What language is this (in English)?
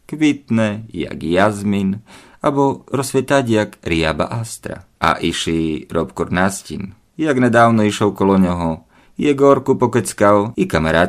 Rusyn